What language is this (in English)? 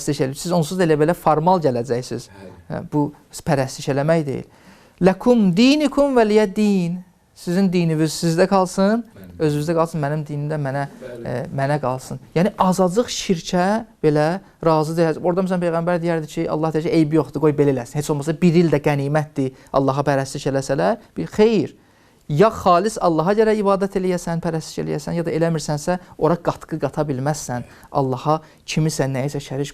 Azerbaijani